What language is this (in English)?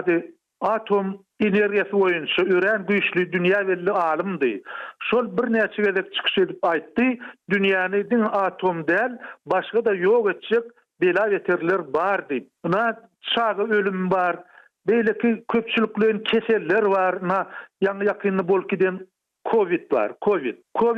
Turkmen